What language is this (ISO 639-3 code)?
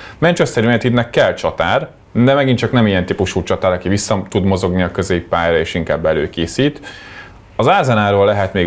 hun